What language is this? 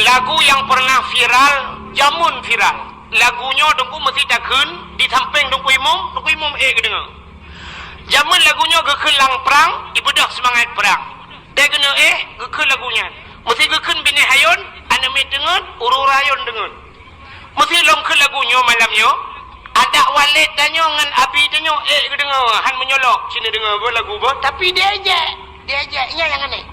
Achinese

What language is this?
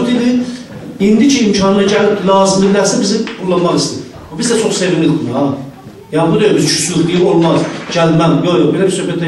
South Azerbaijani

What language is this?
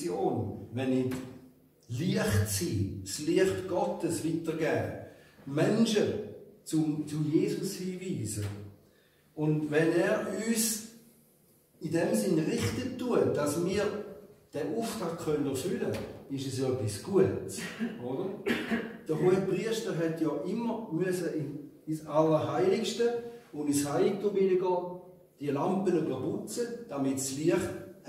Swiss German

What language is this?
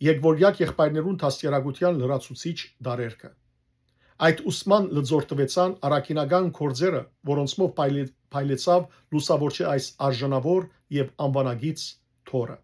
Western Armenian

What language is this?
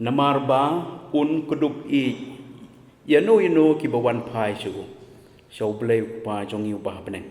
Khasi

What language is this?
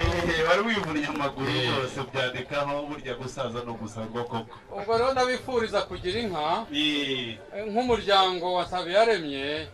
Kinyarwanda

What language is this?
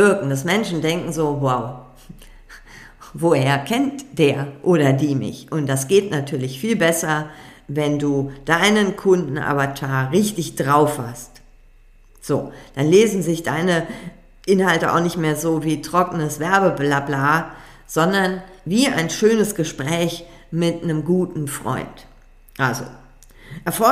German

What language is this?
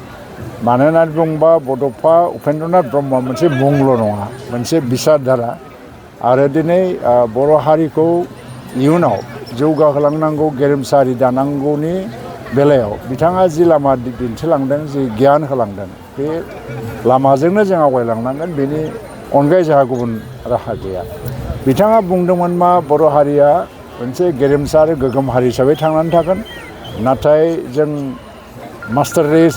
Bodo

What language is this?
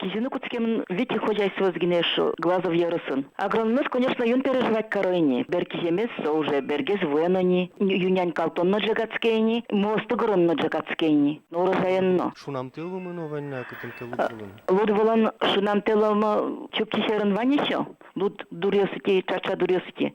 Udmurt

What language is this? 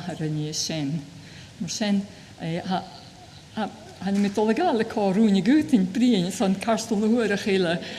Scottish Gaelic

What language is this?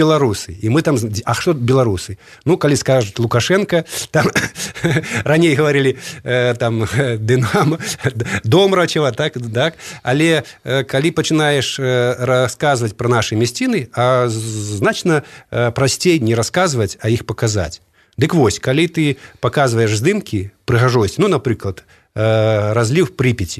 Belarusian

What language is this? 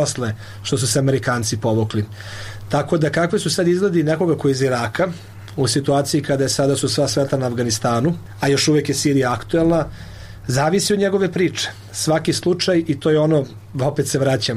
Serbian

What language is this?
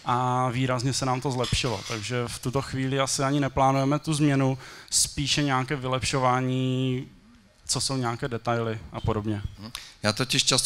Czech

